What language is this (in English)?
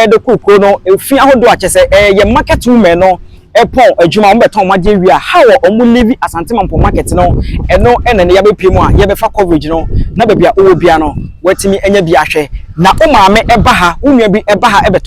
Akan